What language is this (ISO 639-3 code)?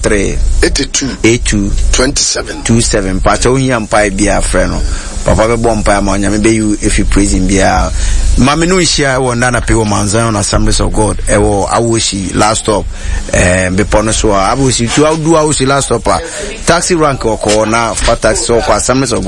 aka